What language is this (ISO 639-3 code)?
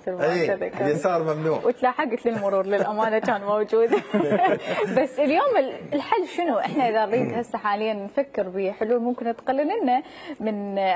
acm